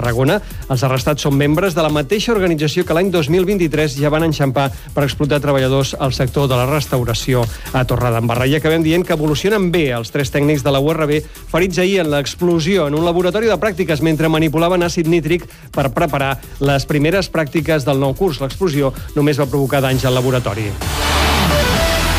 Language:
Catalan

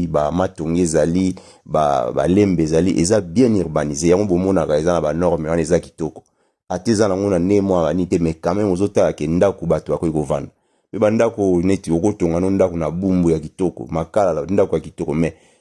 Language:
Lingala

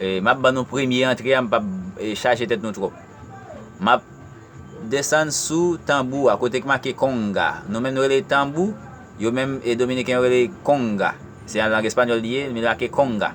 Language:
Haitian Creole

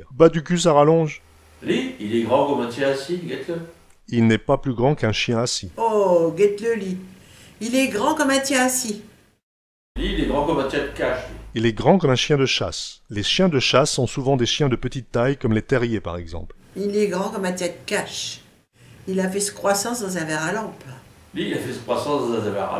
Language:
Picard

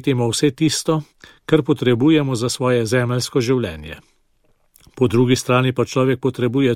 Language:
Slovenian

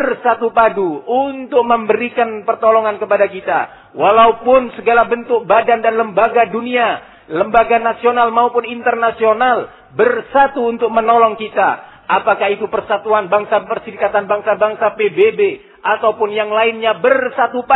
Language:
Indonesian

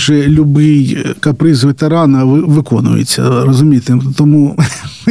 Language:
Ukrainian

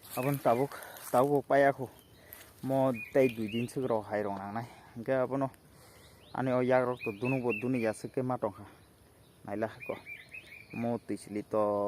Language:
Kok Borok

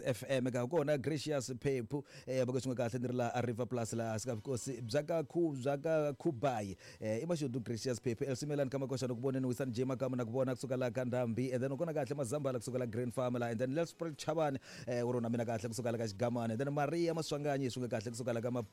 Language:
Tsonga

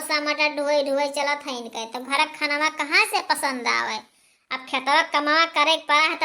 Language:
Awadhi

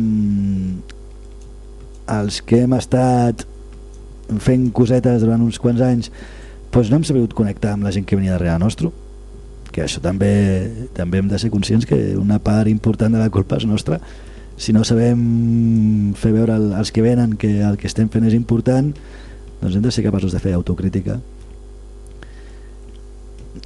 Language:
Catalan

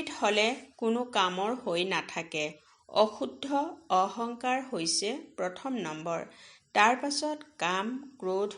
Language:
Assamese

